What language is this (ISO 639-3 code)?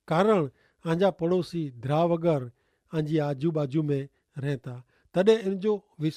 kfr